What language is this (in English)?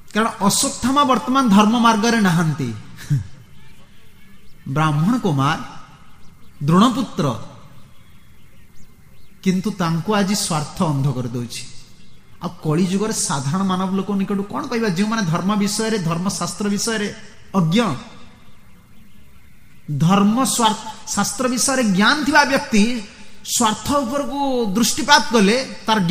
Odia